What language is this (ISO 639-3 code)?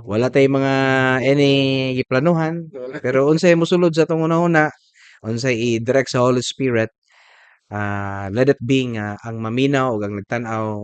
ceb